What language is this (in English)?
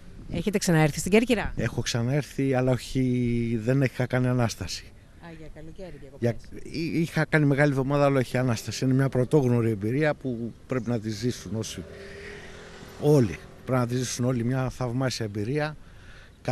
Greek